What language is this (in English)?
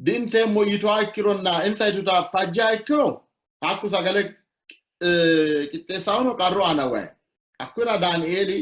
Sidamo